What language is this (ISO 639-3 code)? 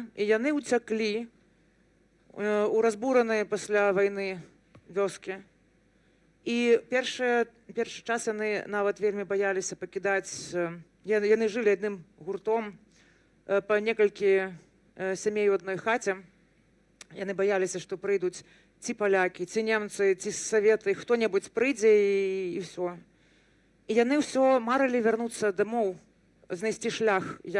bel